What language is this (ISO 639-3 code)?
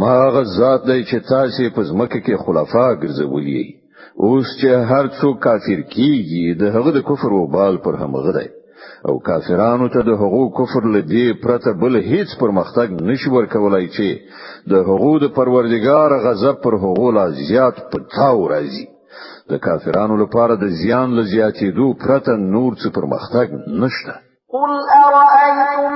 pus